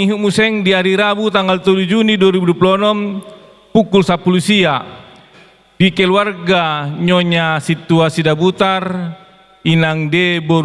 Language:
Batak Toba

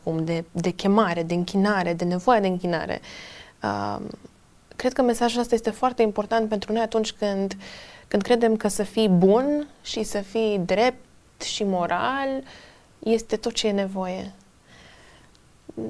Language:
Romanian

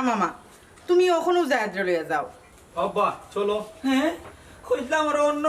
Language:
Sylheti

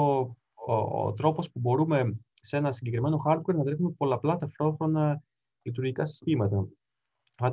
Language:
Greek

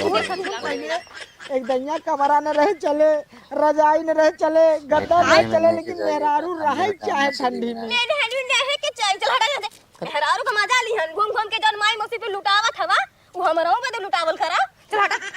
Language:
Awadhi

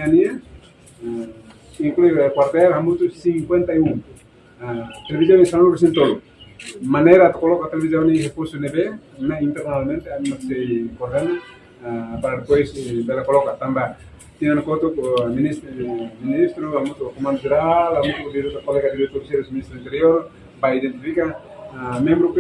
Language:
Tetum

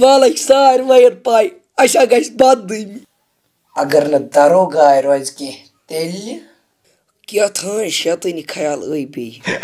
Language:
Kashmiri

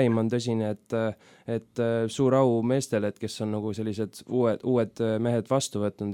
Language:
Estonian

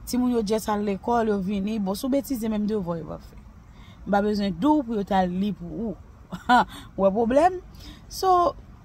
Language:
Haitian Creole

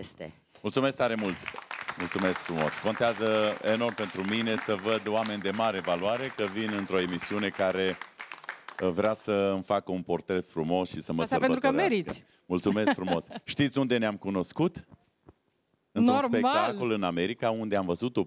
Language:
Romanian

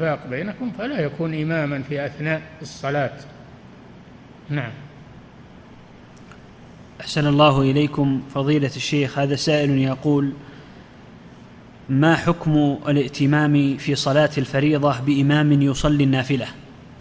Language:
Arabic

